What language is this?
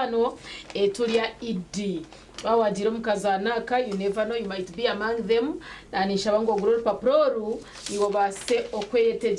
Nyankole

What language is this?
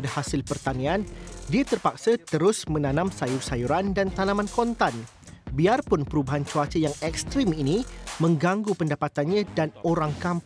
Malay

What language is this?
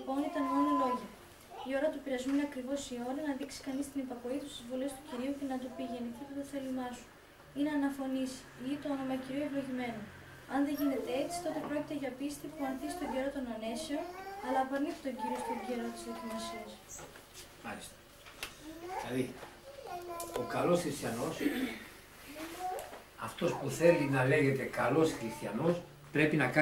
Greek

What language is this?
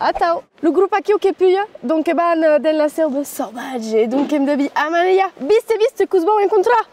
Occitan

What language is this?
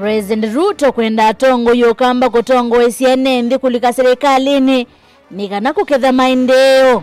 Kamba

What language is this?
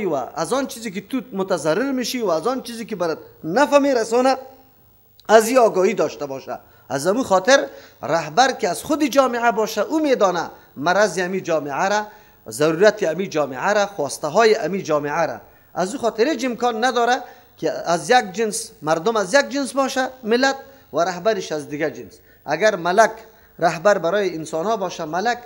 Persian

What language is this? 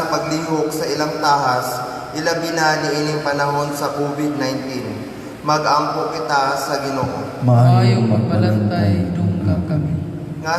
Cebuano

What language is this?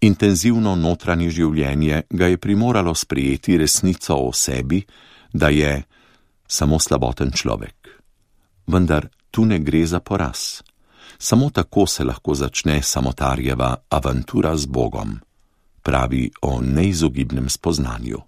Slovenian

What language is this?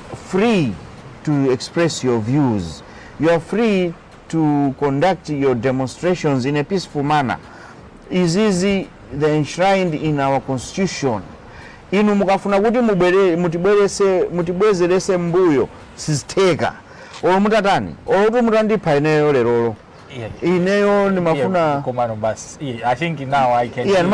Nyanja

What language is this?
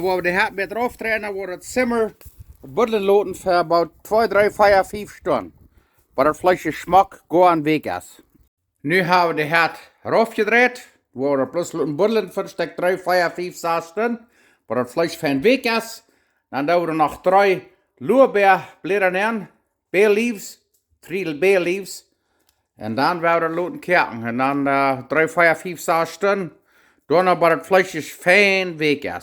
Plautdietsch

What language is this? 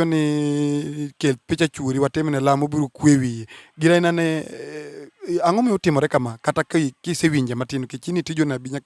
Luo (Kenya and Tanzania)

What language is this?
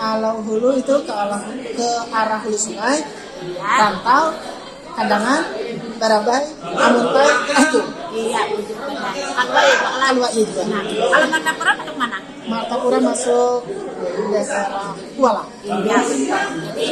Banjar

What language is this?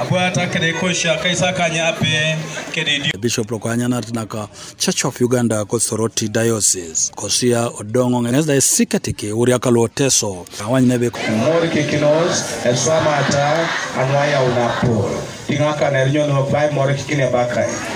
Teso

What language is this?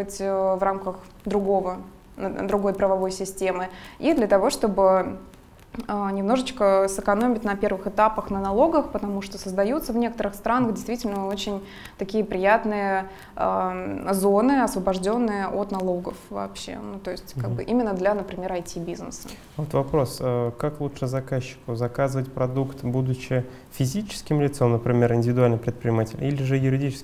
Russian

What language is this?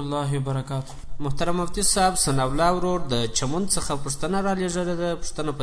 Pashto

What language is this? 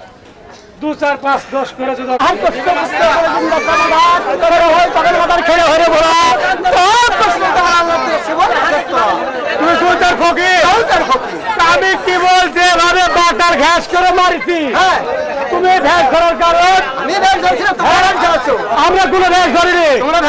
Bangla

